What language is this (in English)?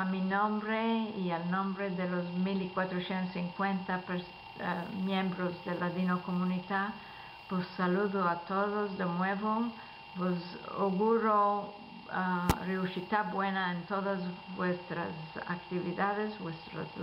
Ladino